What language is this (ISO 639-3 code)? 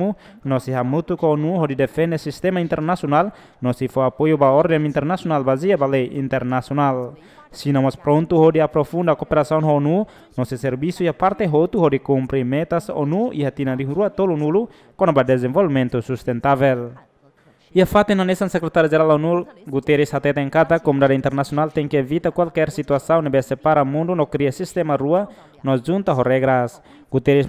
tet